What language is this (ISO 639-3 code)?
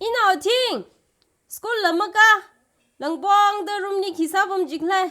nmf